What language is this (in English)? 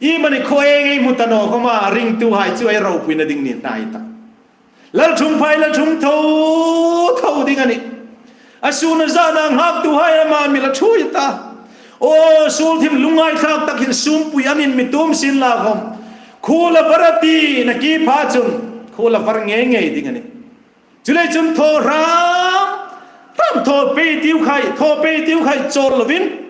Hmar